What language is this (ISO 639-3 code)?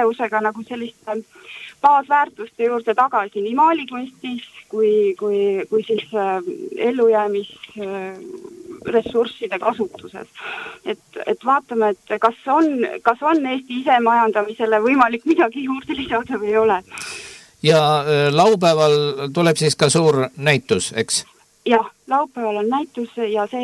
est